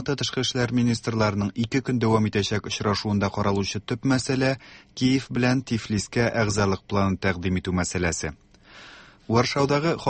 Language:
Tatar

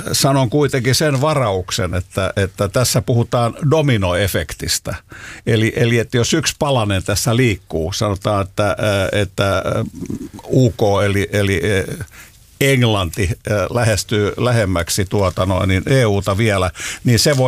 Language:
Finnish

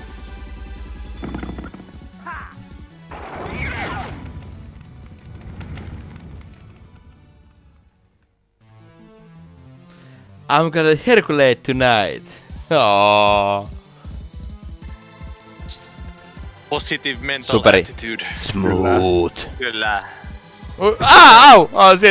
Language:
Finnish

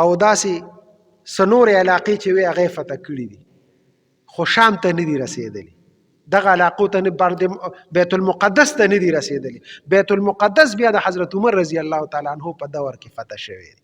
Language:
Pashto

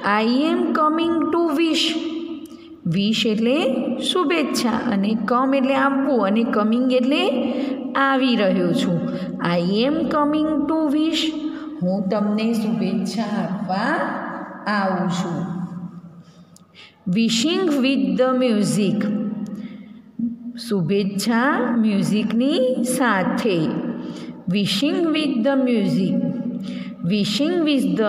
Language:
Gujarati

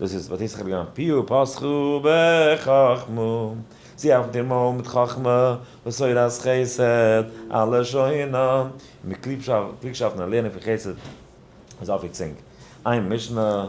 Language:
Yiddish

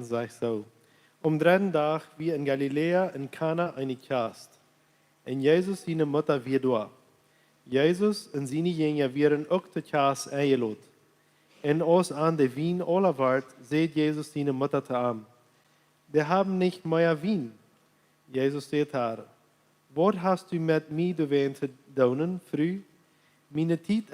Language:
Plautdietsch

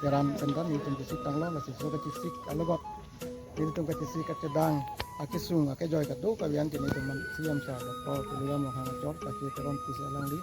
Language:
Karbi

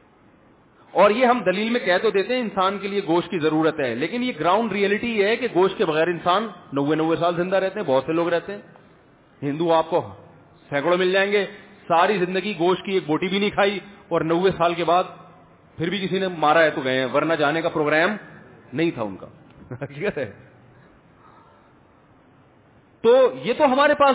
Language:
Urdu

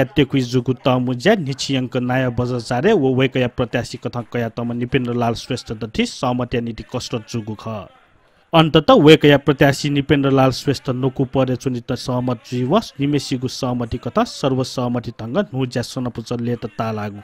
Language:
Newari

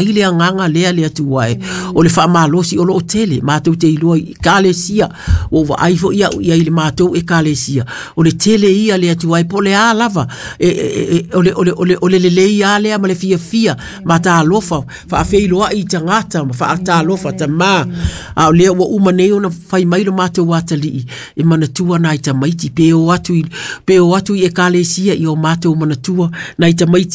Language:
Samoan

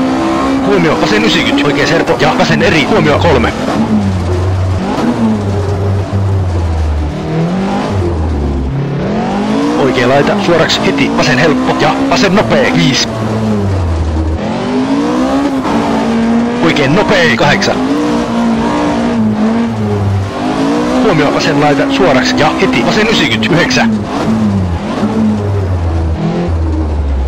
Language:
Finnish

